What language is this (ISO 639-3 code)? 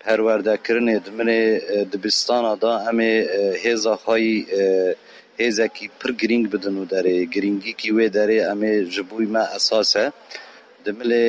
kur